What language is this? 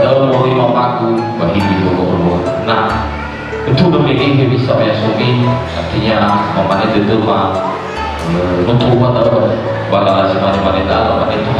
Nias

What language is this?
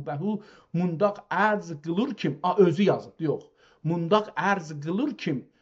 South Azerbaijani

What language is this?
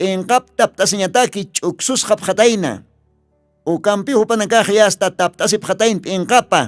Aymara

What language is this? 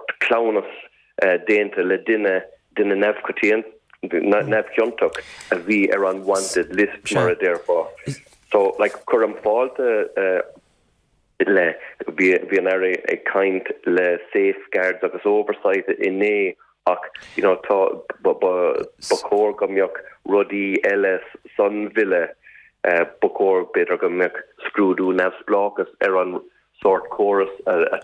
Irish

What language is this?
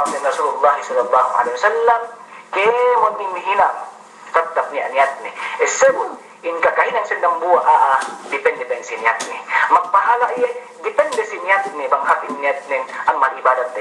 Yakan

